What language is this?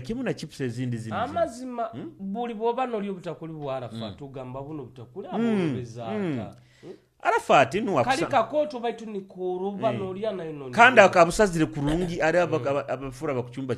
Nyoro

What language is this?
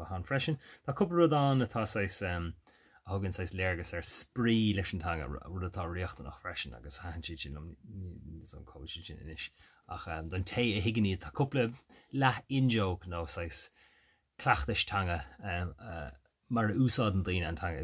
Irish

